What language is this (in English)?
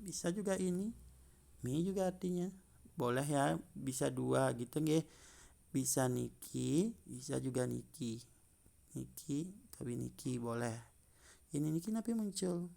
Balinese